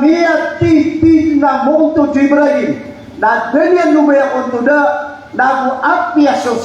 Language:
Maranao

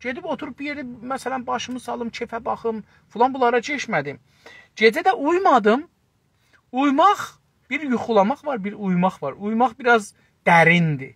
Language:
South Azerbaijani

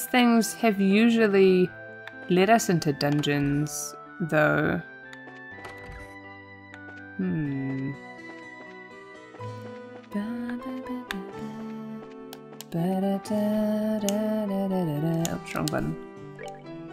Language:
English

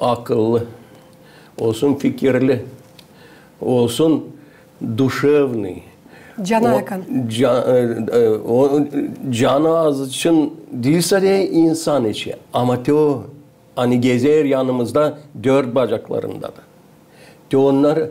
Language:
Gagauz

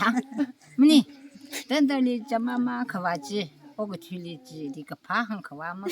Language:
Tangkhul Naga (India)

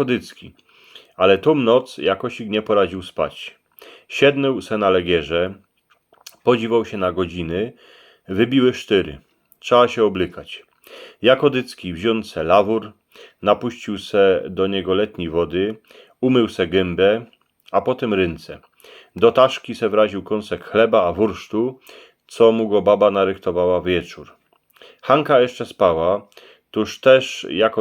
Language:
Silesian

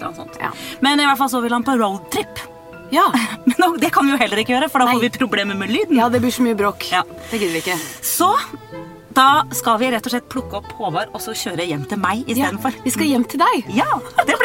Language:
Norwegian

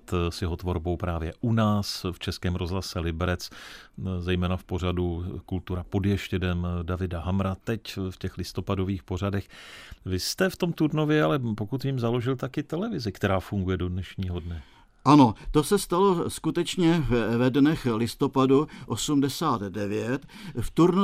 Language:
Czech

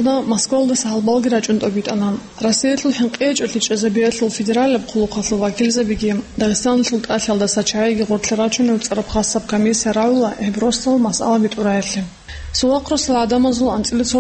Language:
Avaric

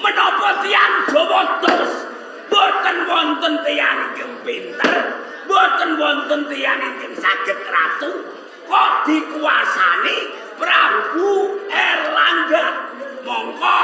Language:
Javanese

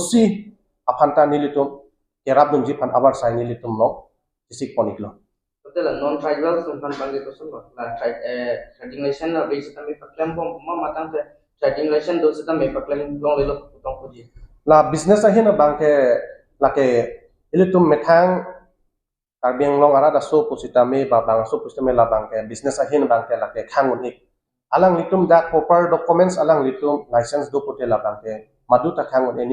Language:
Karbi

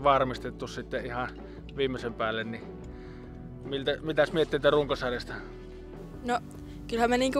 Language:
Finnish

